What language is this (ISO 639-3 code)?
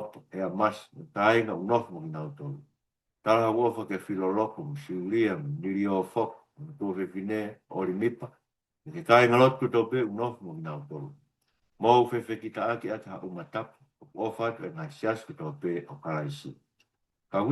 ton